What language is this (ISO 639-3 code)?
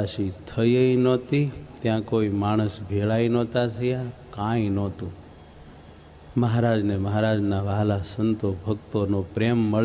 guj